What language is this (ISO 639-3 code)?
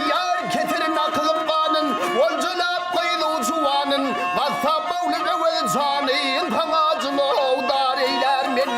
tuk